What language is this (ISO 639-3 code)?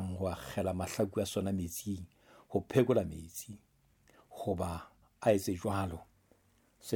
sot